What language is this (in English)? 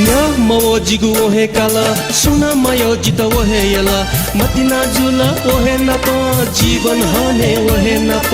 Newari